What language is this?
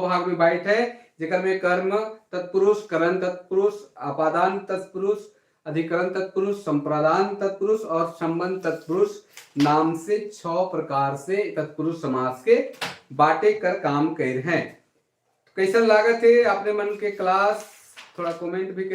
Sadri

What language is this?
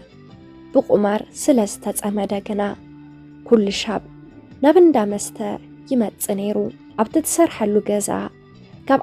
Tigrinya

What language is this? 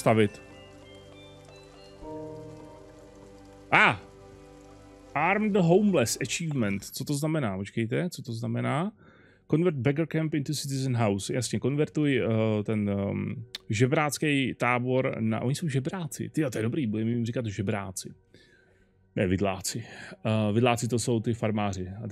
Czech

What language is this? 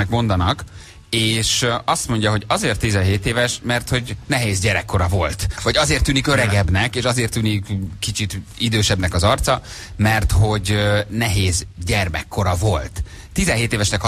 Hungarian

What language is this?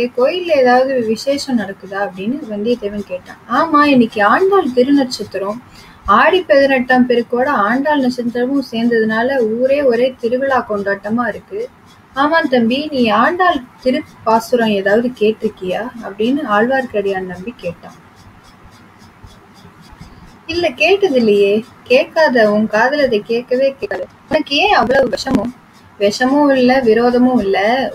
Tamil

